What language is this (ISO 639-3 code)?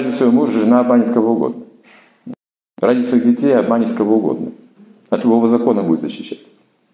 rus